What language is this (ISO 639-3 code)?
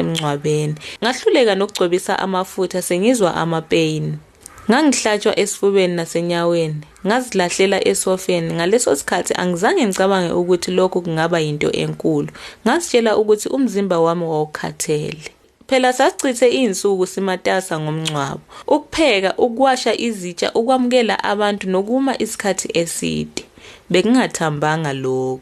zul